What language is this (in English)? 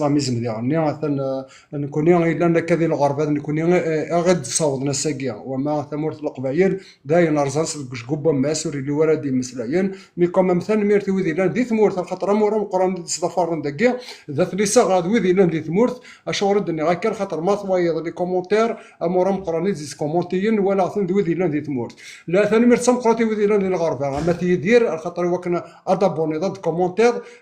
Kabyle